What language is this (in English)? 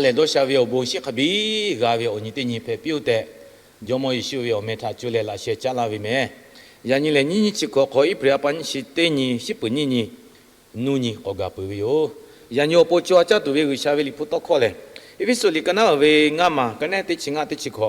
Lahu